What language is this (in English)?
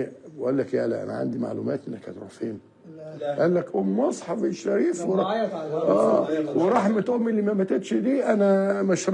Egyptian Arabic